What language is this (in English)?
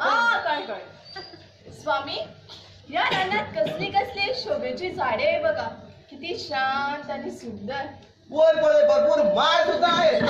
Konkani